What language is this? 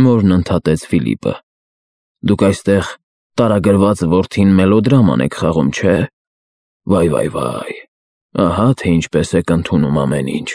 Armenian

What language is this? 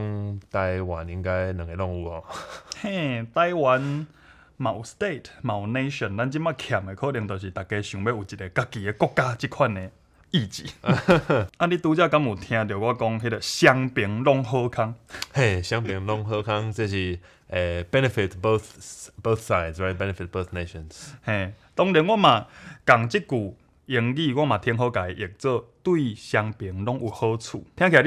Min Nan Chinese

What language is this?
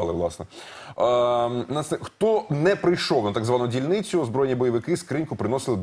Ukrainian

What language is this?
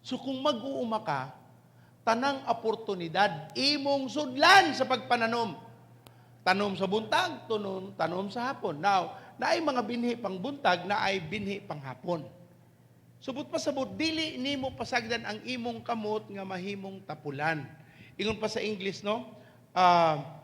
Cebuano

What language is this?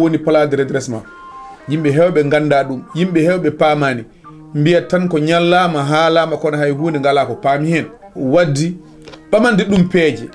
Fula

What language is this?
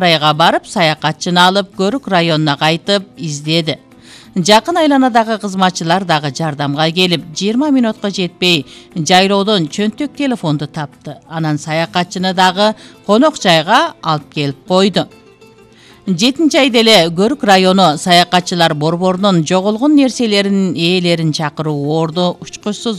Kyrgyz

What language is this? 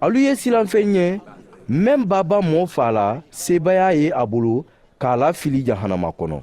Mandingo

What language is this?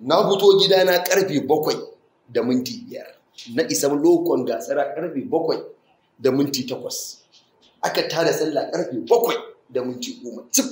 Hausa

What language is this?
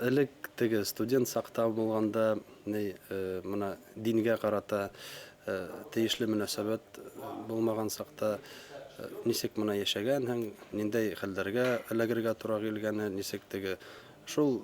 Bashkir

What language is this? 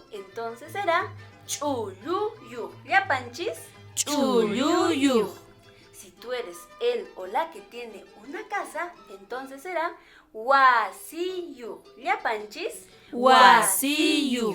Quechua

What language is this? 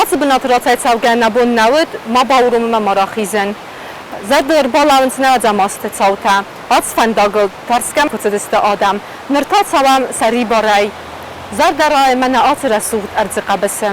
Ossetic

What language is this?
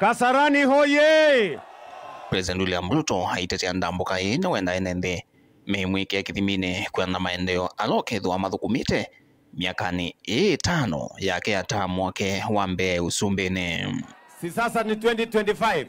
Kamba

